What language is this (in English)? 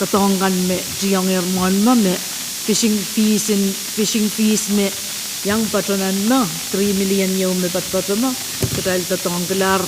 Pohnpeian